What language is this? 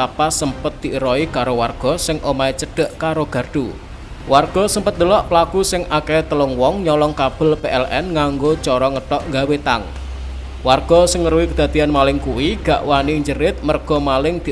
Javanese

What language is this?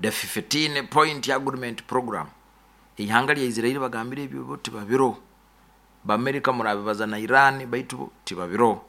Nyoro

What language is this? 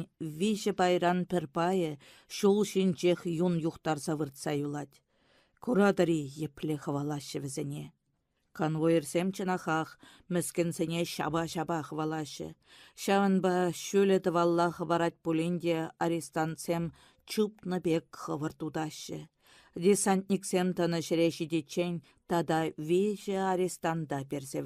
Chuvash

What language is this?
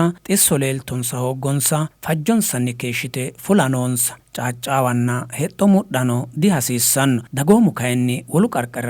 Sidamo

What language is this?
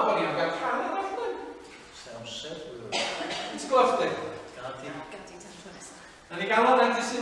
Welsh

